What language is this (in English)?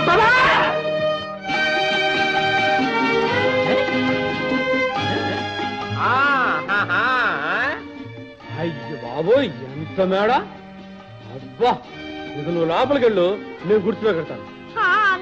Telugu